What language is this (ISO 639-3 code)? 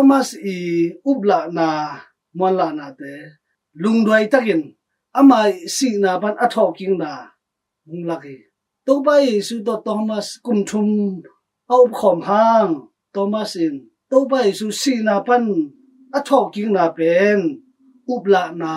ctd